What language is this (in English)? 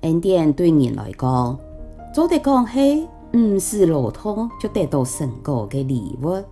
Hakka Chinese